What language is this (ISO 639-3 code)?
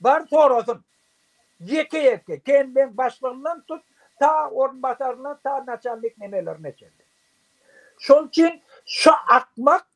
tuk